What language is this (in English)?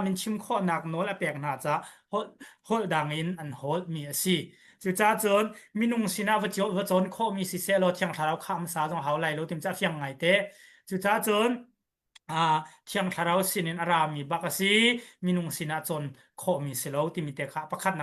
Hakha Chin